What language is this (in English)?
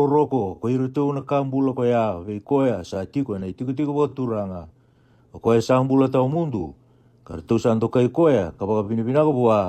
Fijian